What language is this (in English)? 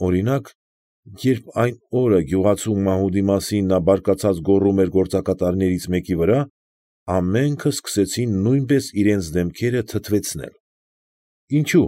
Armenian